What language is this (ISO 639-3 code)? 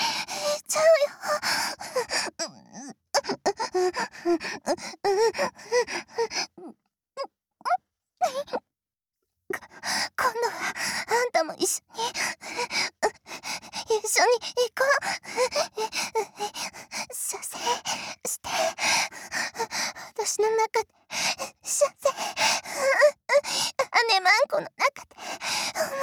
jpn